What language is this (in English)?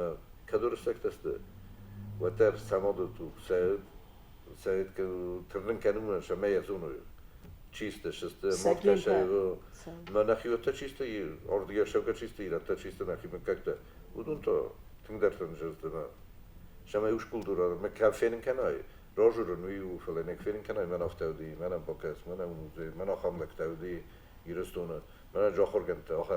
Ossetic